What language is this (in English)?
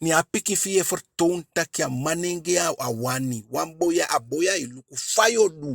Eastern Maroon Creole